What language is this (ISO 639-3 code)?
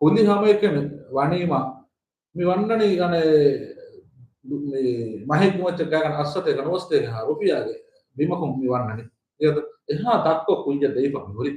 div